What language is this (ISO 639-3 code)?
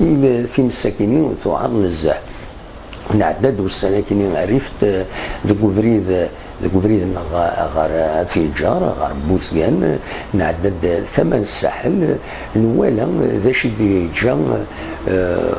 kab